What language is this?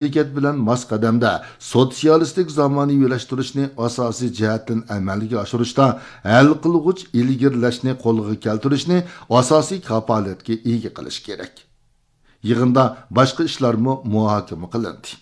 Uyghur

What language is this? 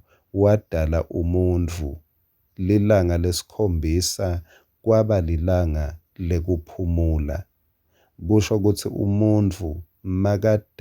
Swati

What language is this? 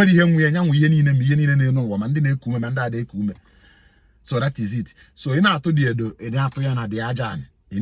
Igbo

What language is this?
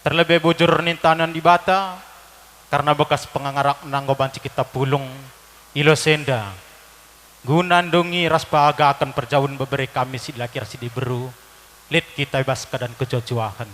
Batak Karo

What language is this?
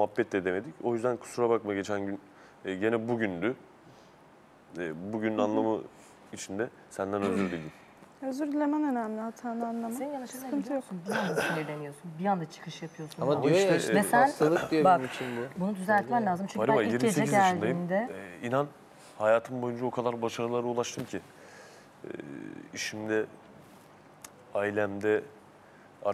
Turkish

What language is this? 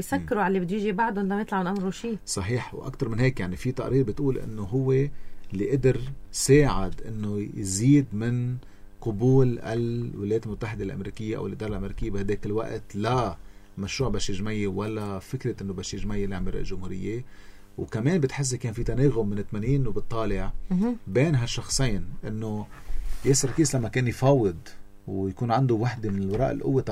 North Levantine Arabic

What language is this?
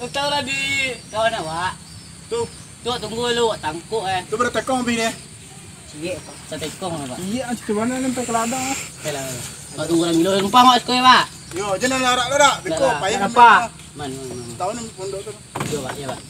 Minangkabau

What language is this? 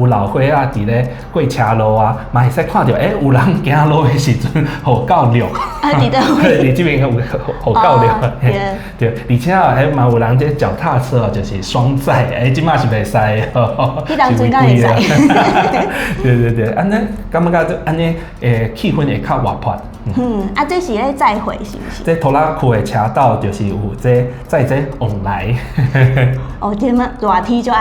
Min Nan Chinese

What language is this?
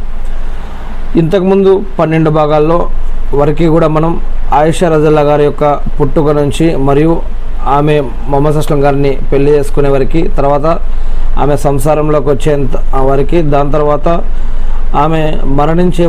Telugu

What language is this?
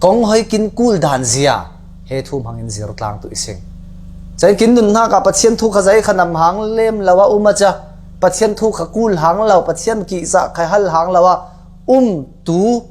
Falam Chin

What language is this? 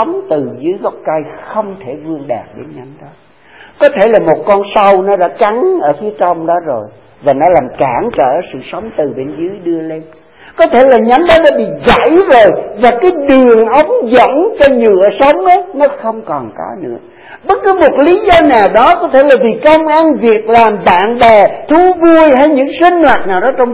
Vietnamese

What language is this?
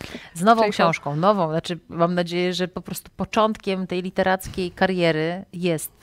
Polish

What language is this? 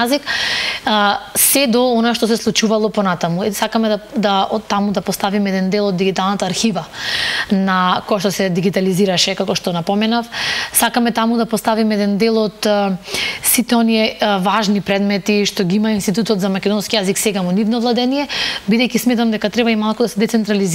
Macedonian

